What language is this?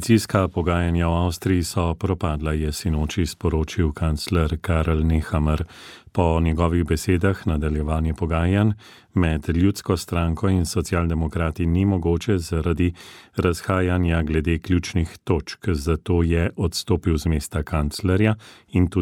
Slovenian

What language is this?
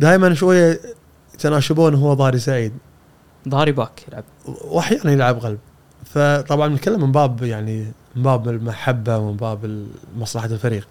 Gulf Arabic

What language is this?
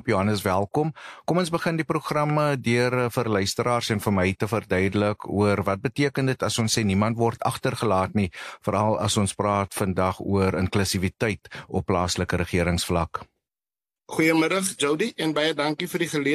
Afrikaans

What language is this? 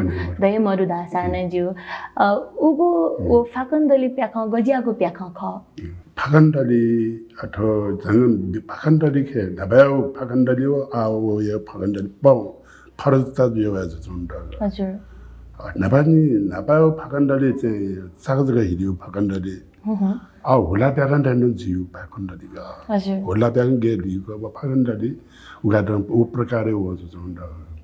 Newari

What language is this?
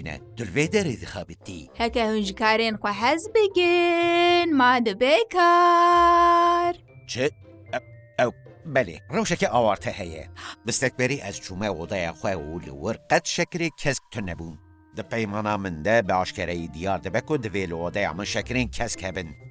Kurdish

